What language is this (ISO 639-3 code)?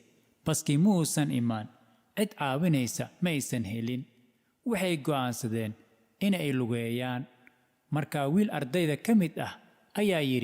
som